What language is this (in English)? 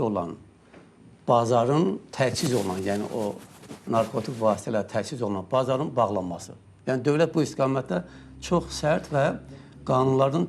Azerbaijani